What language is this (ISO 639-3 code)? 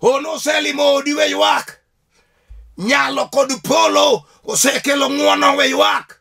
luo